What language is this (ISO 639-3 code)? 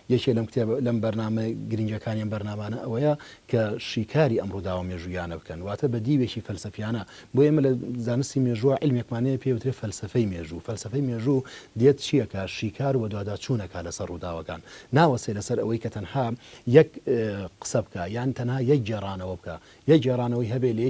ckb